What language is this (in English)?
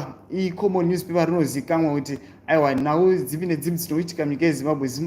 Shona